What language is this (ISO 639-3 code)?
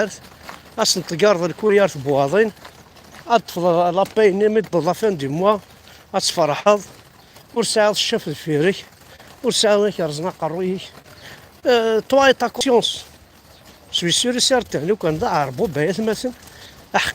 kab